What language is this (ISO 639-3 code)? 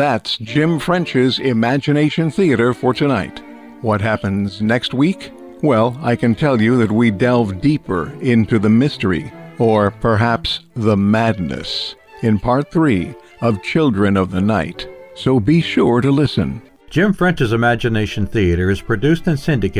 eng